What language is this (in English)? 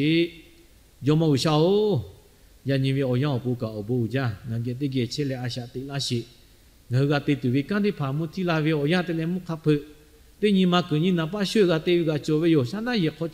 Lahu